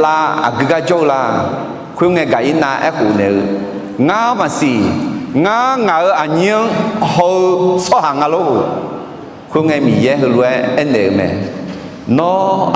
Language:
Akha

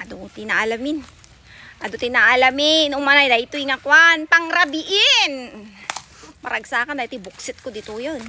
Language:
Iloko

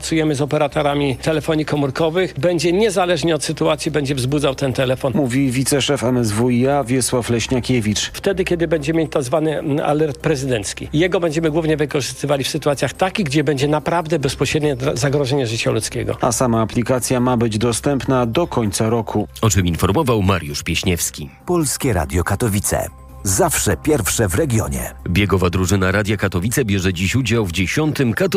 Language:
Polish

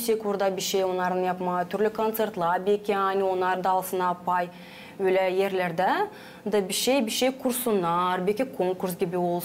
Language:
Gagauz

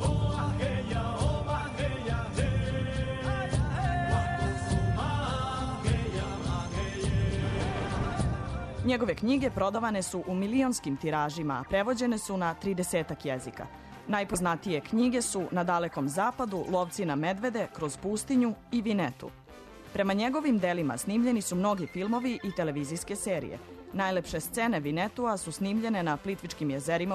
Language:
Serbian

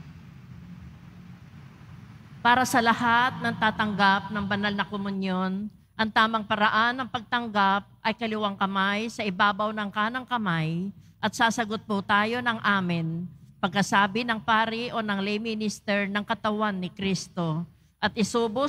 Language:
Filipino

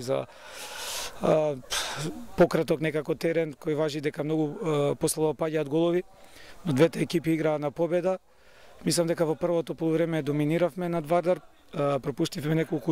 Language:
Macedonian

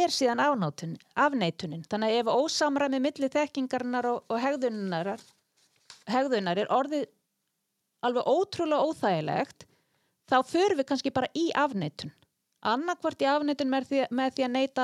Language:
Icelandic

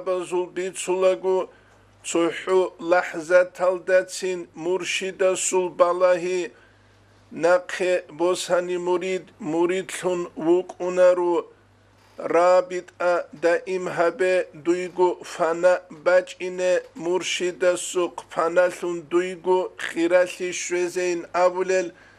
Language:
Avaric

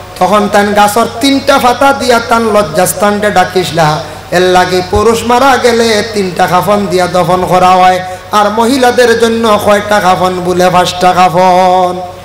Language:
Sylheti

